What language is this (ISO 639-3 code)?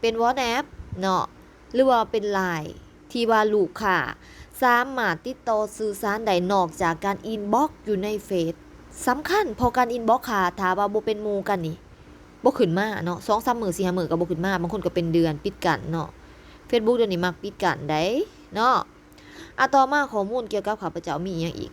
lao